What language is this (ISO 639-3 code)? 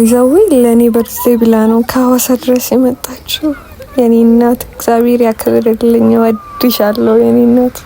amh